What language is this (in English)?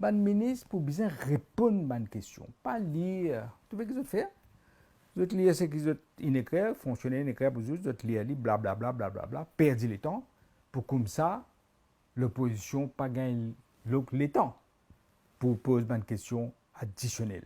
Morisyen